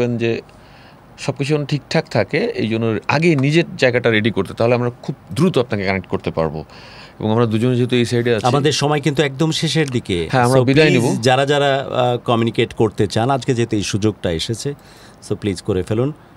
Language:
Bangla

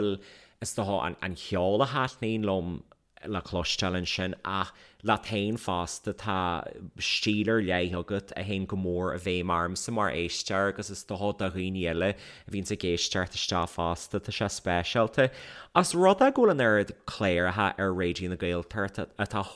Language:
Irish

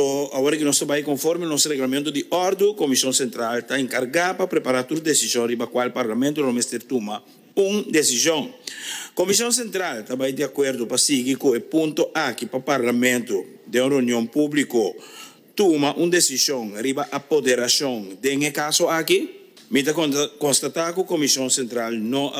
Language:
Papiamento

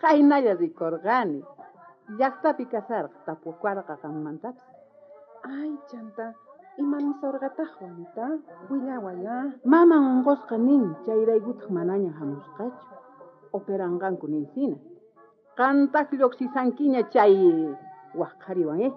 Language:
South Bolivian Quechua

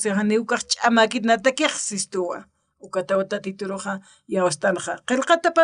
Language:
Aymara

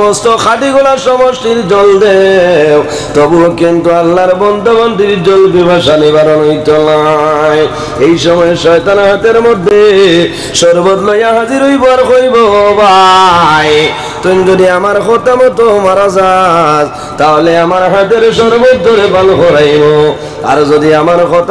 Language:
Sylheti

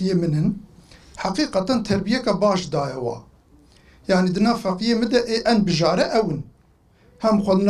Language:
Kurdish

